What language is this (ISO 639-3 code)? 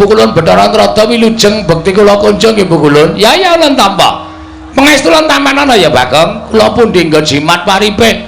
jav